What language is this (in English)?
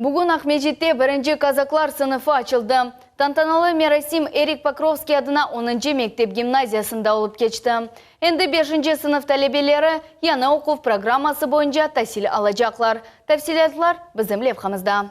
Crimean Tatar